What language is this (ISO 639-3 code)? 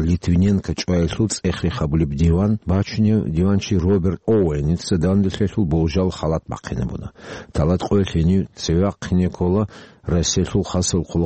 ava